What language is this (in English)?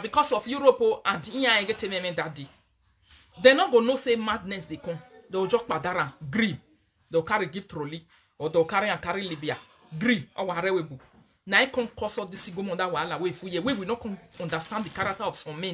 Nigerian Pidgin